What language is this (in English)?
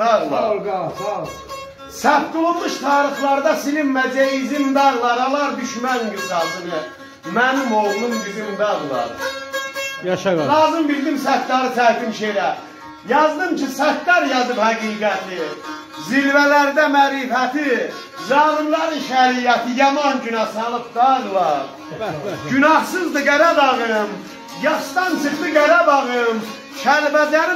South Azerbaijani